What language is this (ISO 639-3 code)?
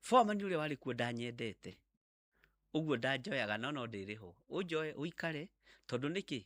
kik